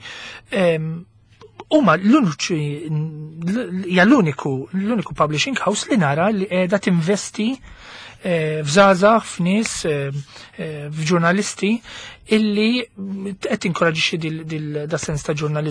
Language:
Maltese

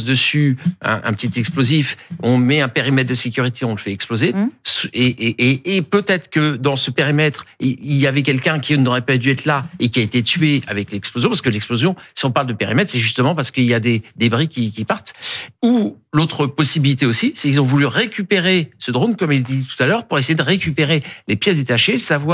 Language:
French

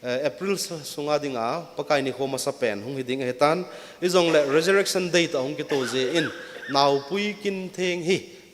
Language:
Thado Chin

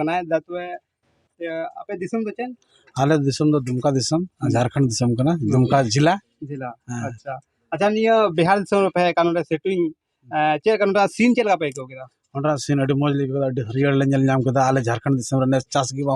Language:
Santali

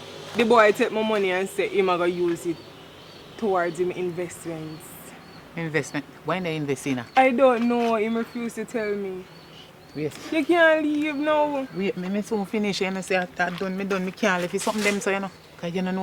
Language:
Jamaican Creole English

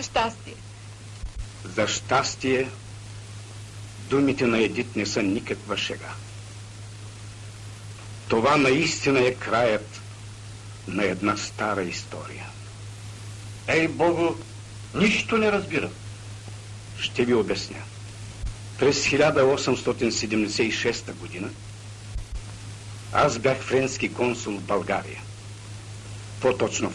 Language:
Bulgarian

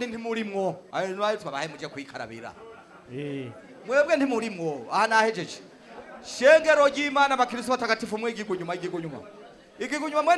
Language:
Rundi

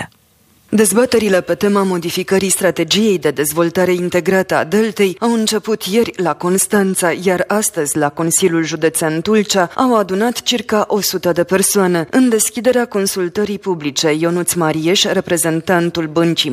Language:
Romanian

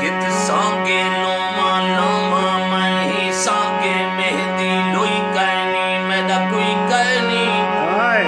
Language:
Saraiki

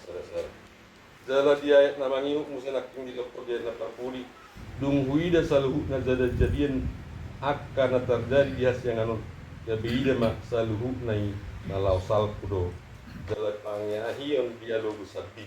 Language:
Batak Toba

